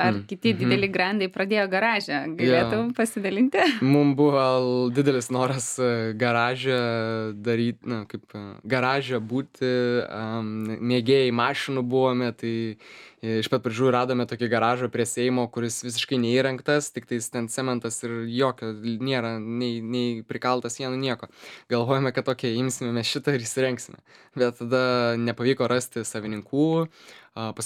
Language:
Lithuanian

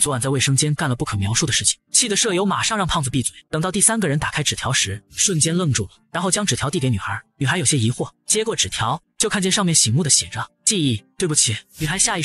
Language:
Chinese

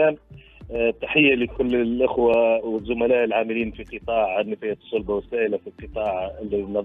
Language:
Tunisian Arabic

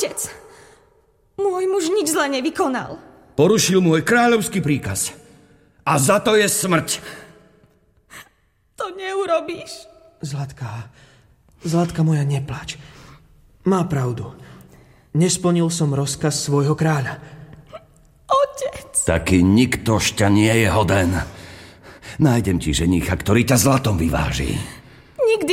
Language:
Slovak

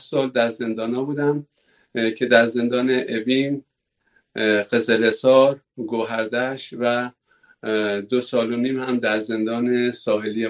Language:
Persian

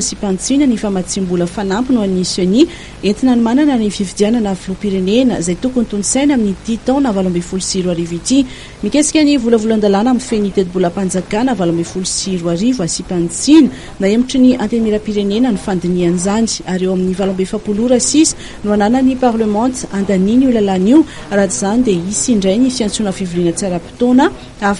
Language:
Malagasy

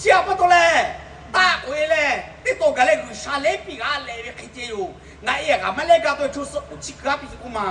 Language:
Lahu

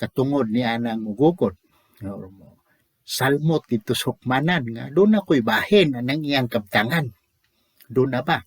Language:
Cebuano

